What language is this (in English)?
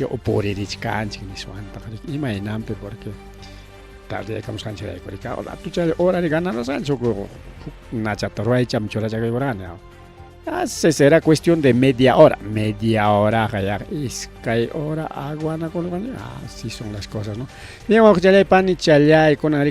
Ayacucho Quechua